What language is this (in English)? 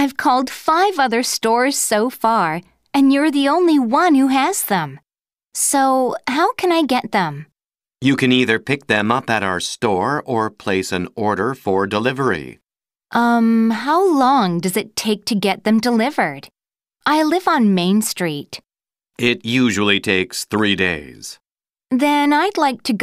English